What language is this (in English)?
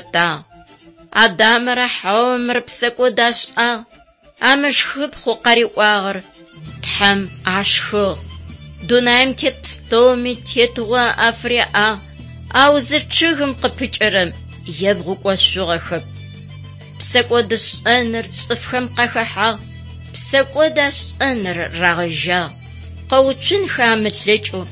Adyghe